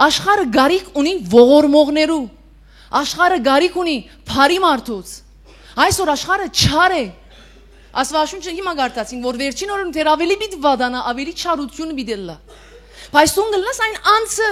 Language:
Western Armenian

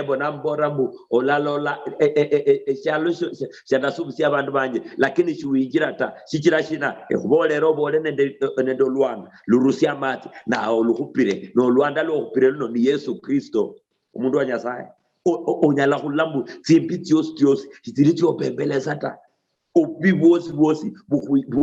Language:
Luyia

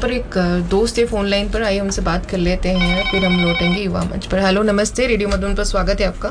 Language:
Hindi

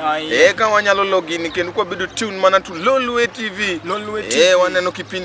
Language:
Luo (Kenya and Tanzania)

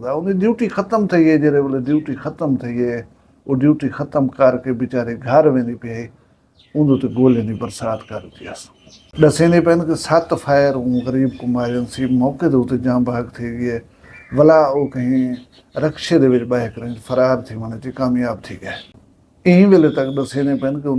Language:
Saraiki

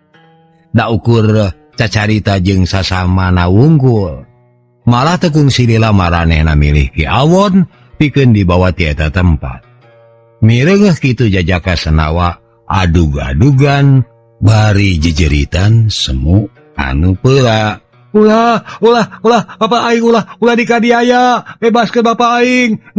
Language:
Sundanese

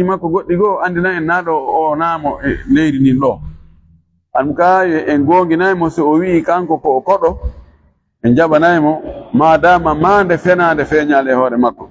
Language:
Fula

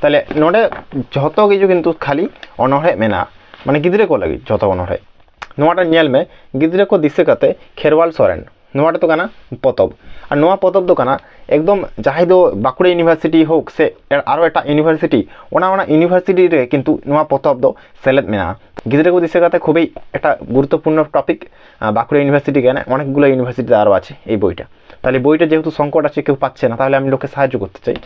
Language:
Santali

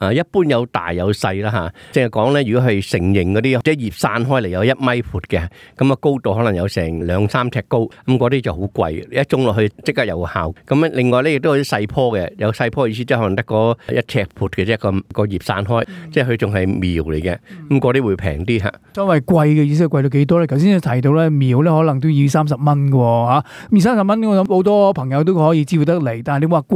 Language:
Cantonese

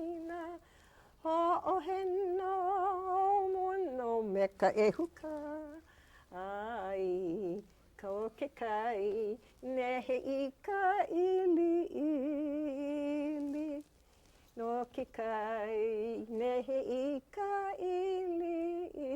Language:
Hawaiian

